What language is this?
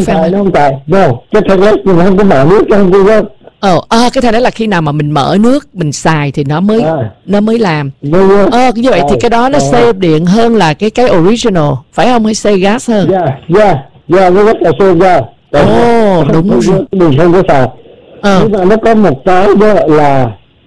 Vietnamese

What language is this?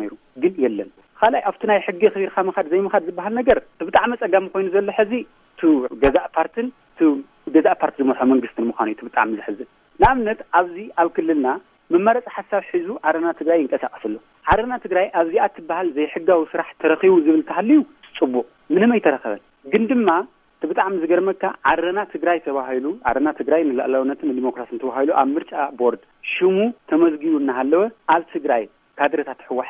Tigrinya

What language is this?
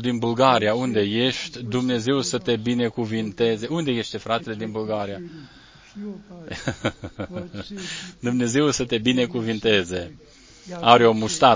Romanian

